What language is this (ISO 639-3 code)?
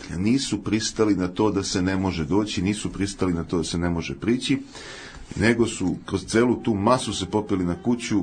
srp